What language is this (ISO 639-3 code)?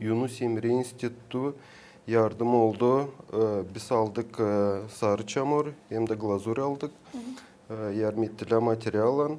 gag